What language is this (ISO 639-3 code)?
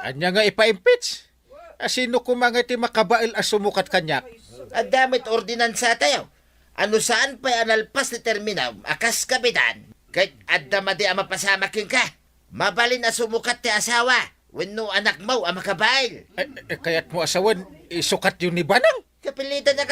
ilo